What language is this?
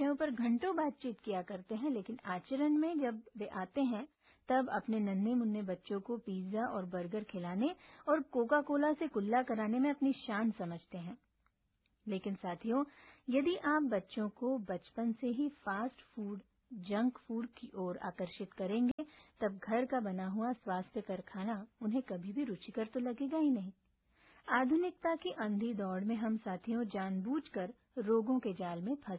Hindi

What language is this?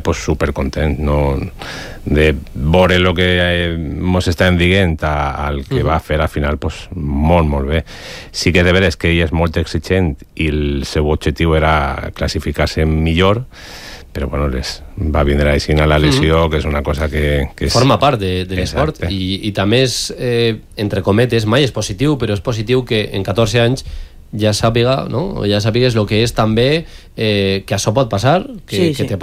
Catalan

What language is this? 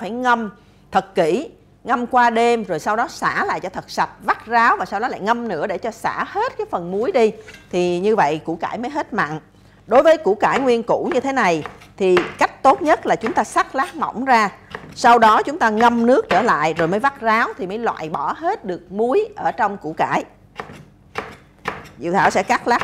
Vietnamese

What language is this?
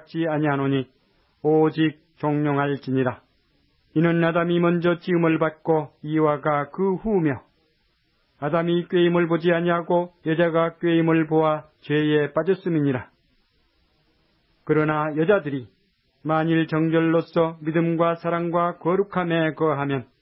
Korean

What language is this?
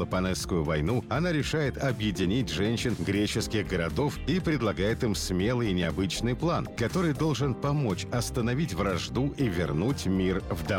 Russian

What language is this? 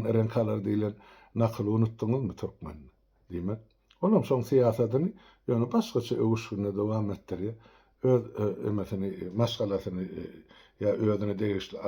Turkmen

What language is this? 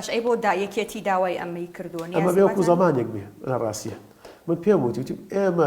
Central Kurdish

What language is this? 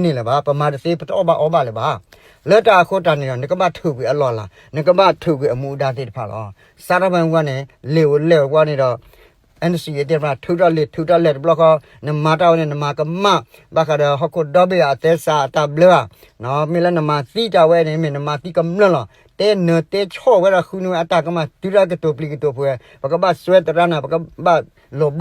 S'gaw Karen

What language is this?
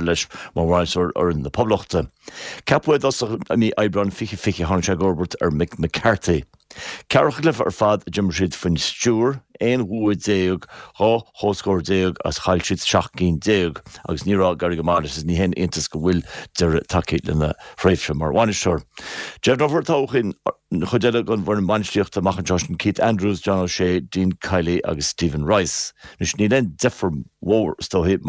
Irish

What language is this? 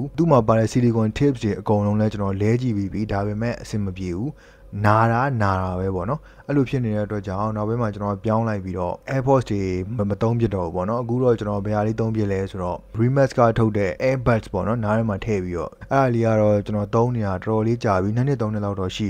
Burmese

